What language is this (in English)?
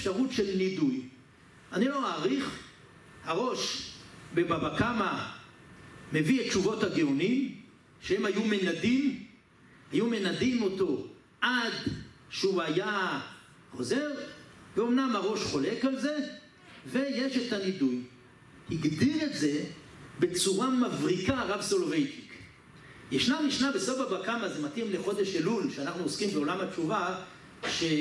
Hebrew